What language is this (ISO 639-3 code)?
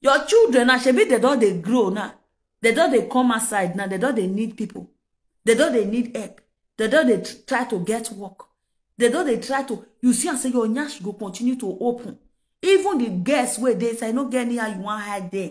pcm